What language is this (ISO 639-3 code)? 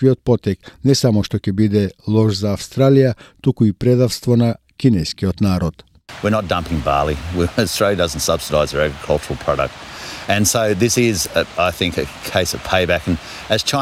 mkd